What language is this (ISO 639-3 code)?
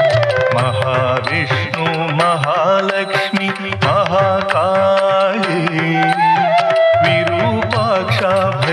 kan